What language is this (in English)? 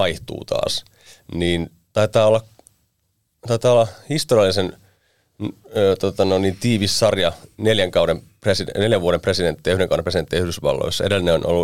Finnish